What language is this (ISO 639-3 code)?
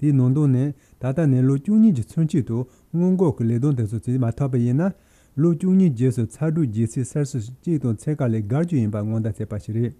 bod